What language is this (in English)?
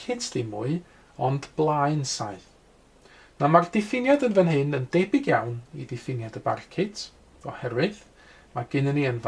Welsh